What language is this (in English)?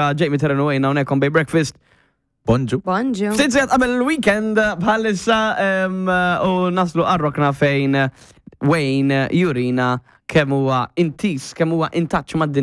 Maltese